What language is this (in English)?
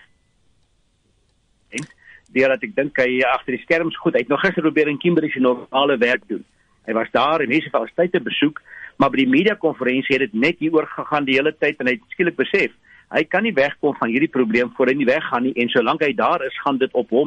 Afrikaans